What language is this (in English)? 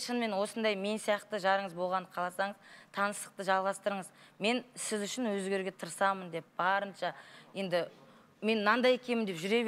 Kazakh